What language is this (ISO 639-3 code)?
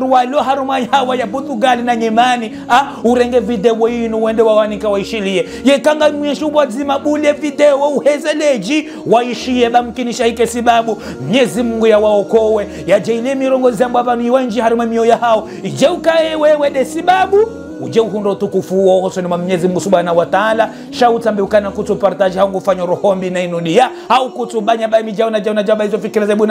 zdj